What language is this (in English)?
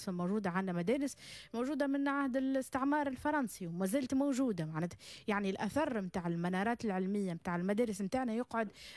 Tunisian Arabic